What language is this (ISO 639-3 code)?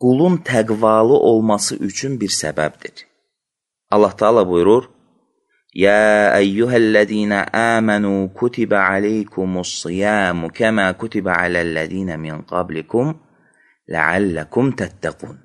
aze